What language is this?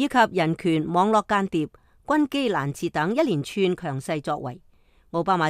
Cantonese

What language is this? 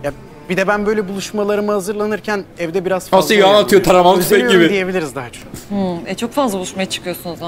Turkish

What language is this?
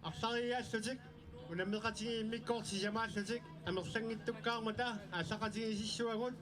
Kalaallisut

